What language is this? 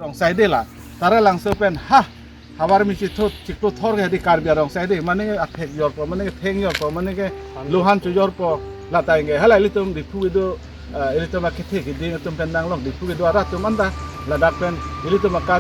Karbi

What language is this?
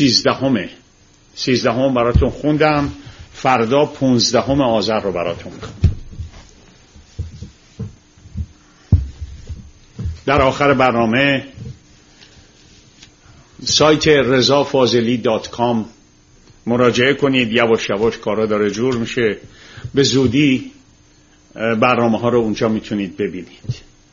Persian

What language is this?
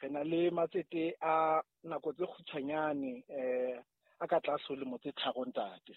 Southern Sotho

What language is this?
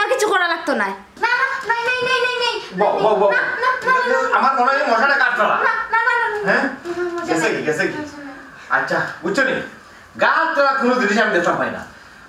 Sylheti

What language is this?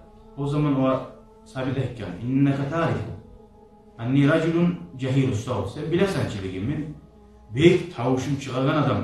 Kumyk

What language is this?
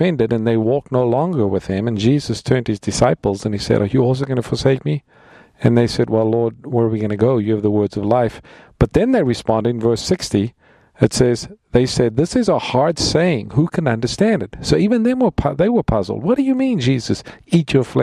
English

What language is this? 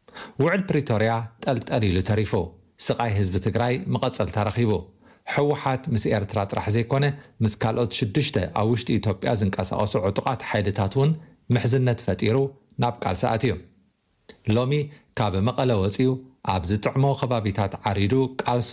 Tigrinya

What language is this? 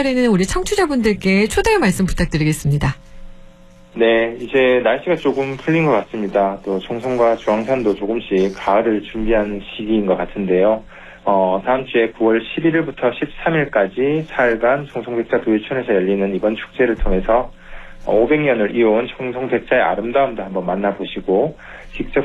Korean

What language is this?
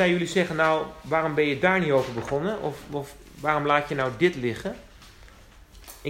Dutch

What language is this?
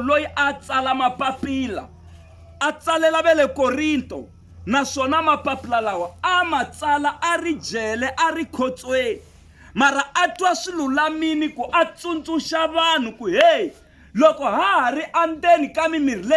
Tsonga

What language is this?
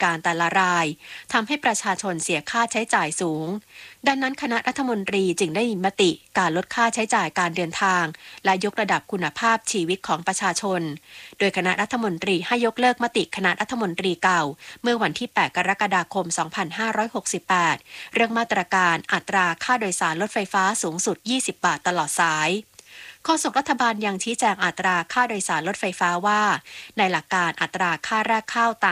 Thai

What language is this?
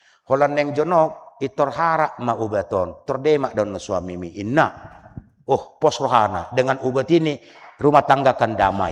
Batak Toba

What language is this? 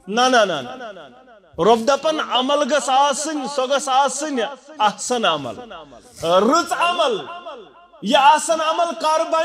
Kashmiri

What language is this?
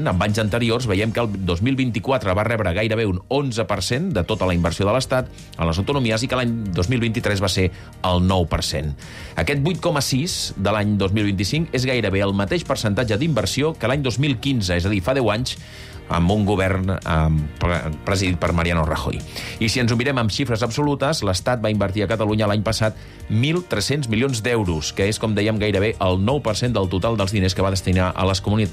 Catalan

